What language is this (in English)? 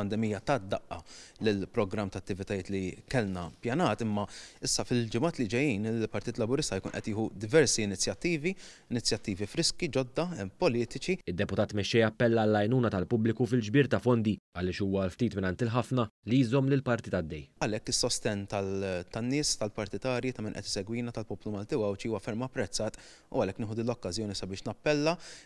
Maltese